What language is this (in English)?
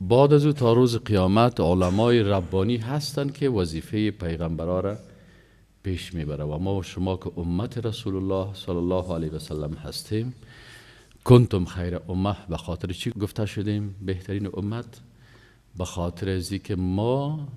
Persian